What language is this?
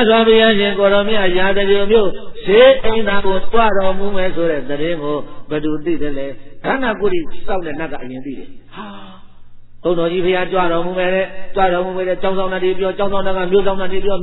Burmese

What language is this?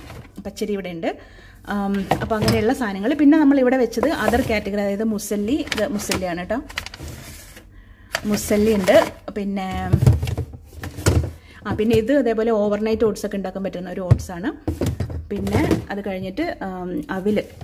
Malayalam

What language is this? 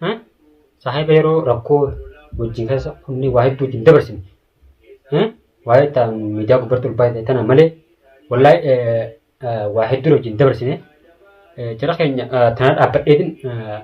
Oromo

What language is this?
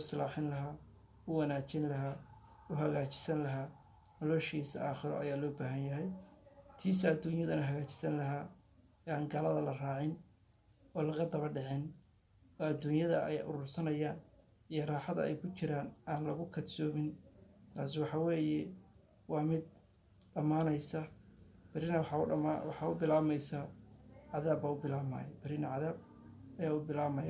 Somali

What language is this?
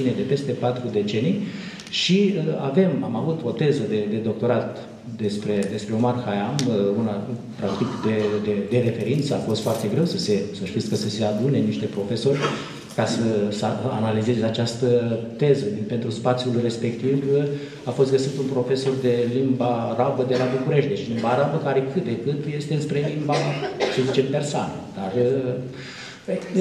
Romanian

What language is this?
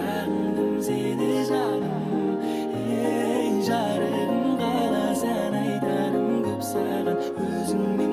Kara-Kalpak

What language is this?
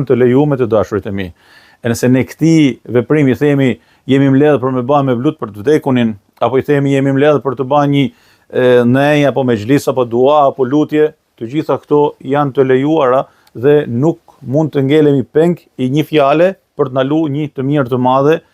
Albanian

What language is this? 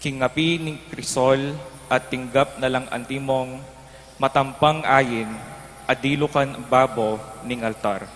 Pampanga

